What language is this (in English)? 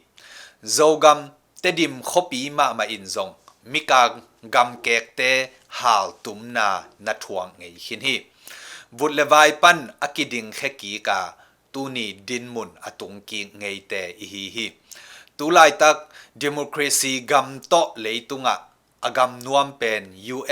Tedim Chin